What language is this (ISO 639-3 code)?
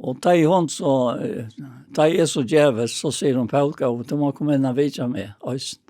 fao